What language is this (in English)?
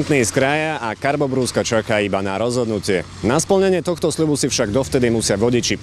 Slovak